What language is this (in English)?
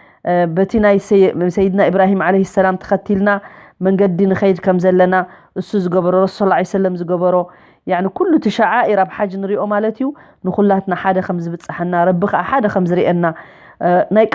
Tigrinya